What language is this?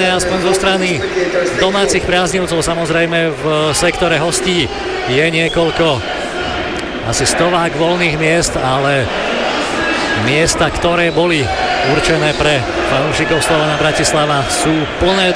Slovak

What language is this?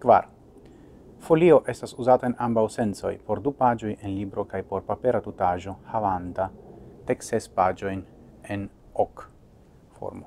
Esperanto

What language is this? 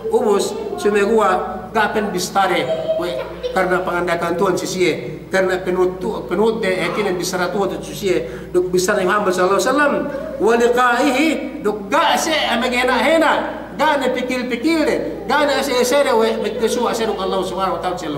Yakan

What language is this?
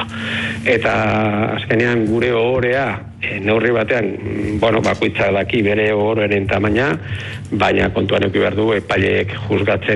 Basque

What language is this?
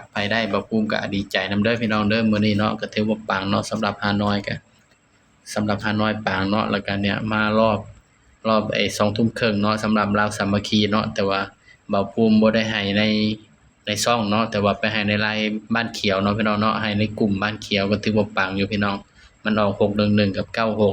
Northeastern Thai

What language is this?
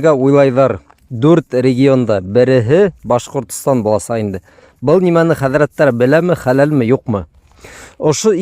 Bashkir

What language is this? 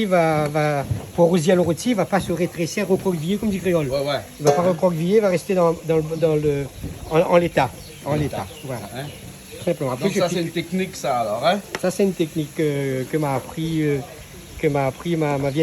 Réunion Creole French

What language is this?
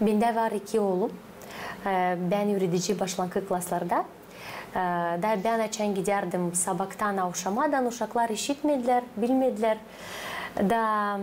Gagauz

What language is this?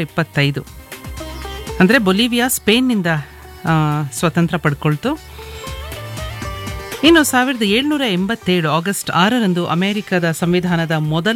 Kannada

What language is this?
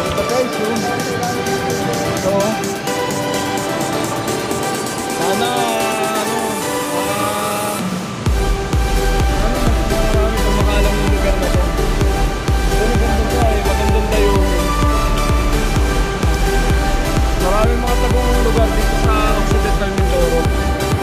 Filipino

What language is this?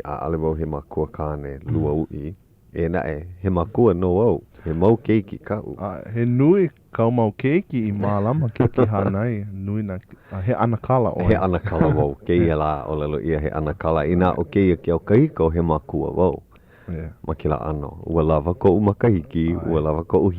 Hawaiian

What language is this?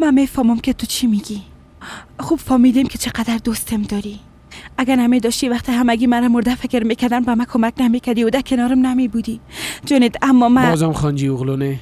Persian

